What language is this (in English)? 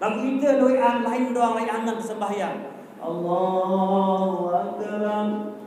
Sasak